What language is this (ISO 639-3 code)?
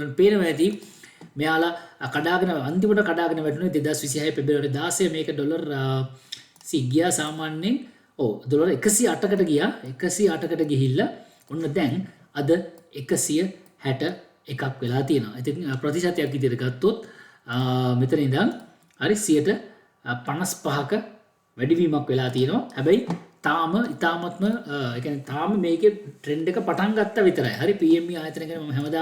sin